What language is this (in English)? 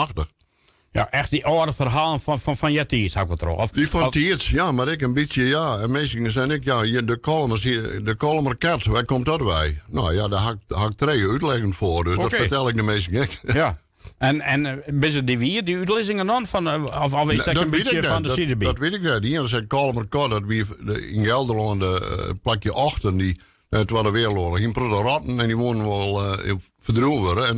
Western Frisian